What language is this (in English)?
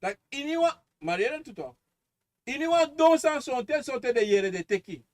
Sranan Tongo